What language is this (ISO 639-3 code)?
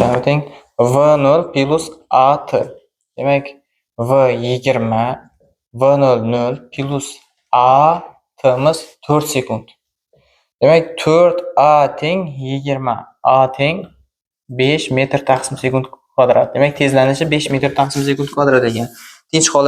uzb